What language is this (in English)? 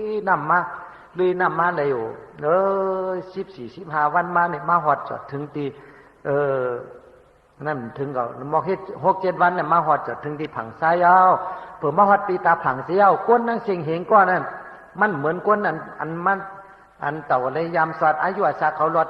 Shan